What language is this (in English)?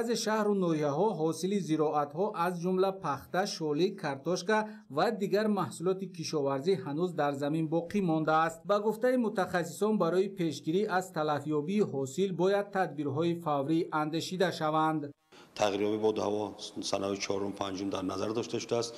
Tajik